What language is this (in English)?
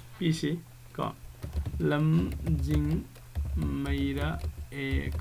Manipuri